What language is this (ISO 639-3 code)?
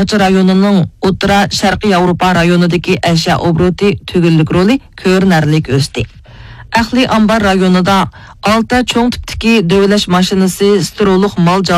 uig